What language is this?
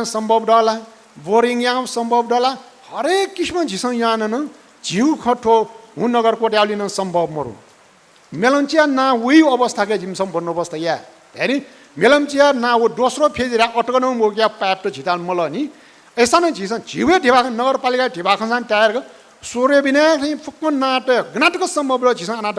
Newari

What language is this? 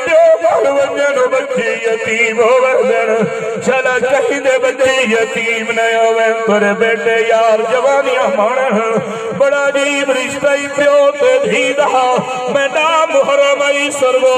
Saraiki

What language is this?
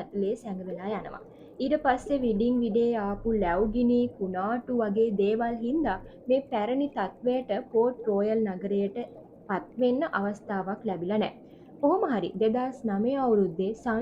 Sinhala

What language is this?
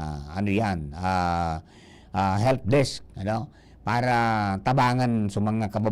Bikol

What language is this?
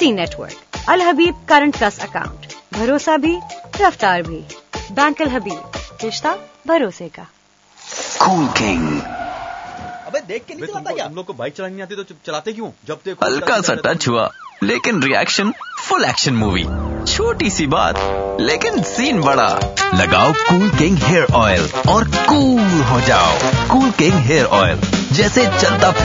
Urdu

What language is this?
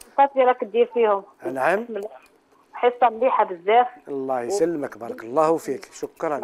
Algerian Arabic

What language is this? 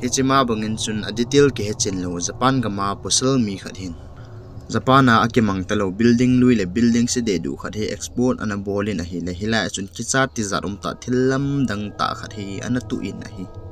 Thado Chin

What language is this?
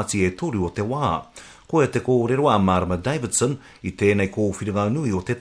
Māori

